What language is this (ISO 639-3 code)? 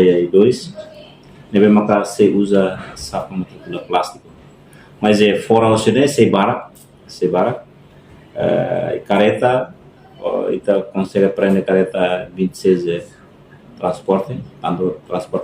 tet